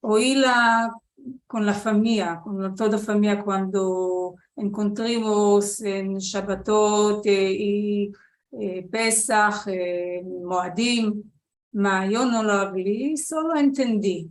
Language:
Ladino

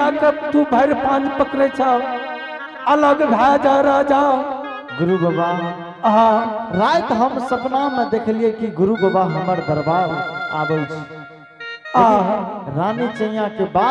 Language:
Angika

